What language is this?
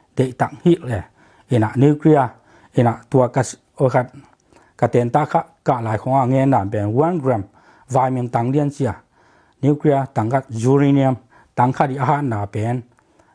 Tedim Chin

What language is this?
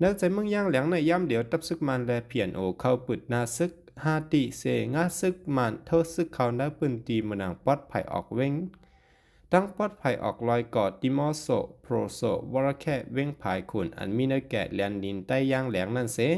Shan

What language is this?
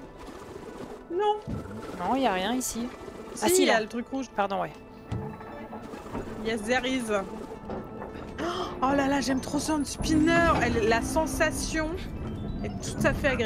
French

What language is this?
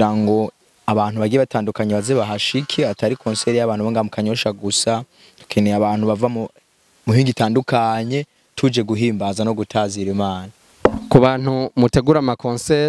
Rundi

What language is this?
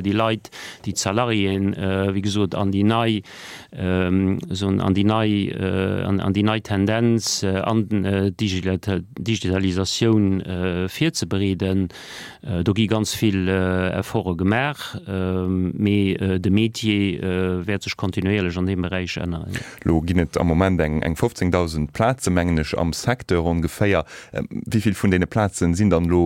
Luxembourgish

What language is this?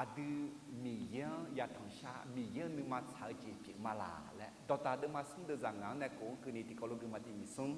Akha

